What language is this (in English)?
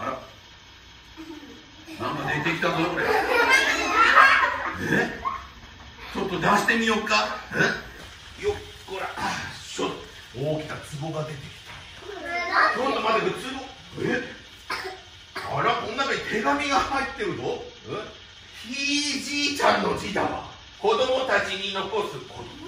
Japanese